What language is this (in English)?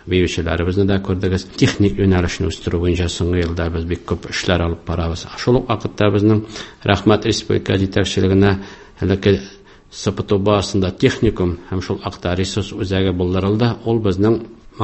Tatar